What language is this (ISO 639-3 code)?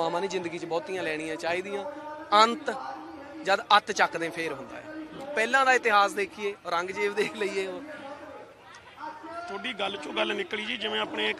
pan